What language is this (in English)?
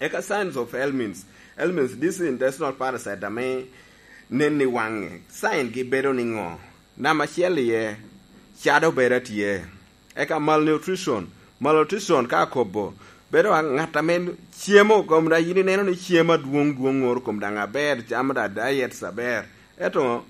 Lango (Uganda)